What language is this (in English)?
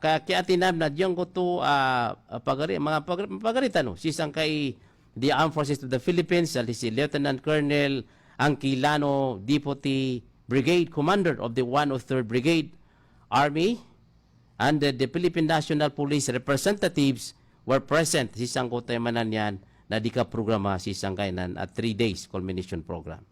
Maranao